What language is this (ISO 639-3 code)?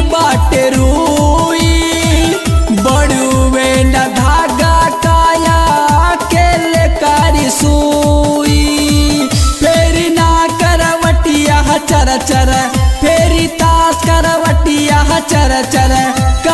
bho